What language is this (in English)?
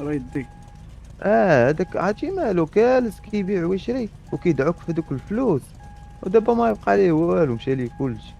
Moroccan Arabic